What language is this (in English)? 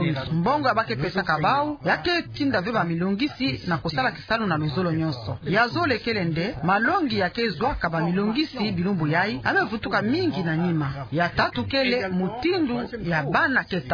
Kituba (Democratic Republic of Congo)